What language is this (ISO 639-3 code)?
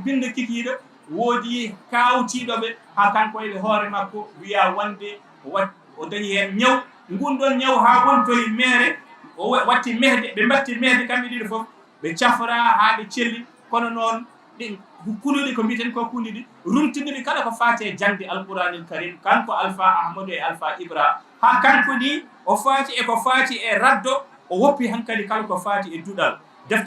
ful